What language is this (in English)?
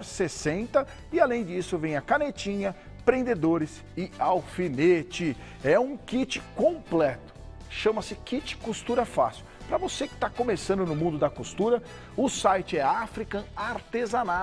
Portuguese